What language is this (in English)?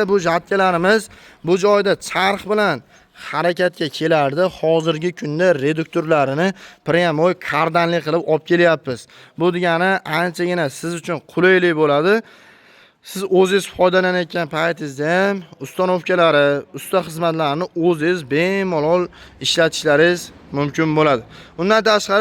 Uzbek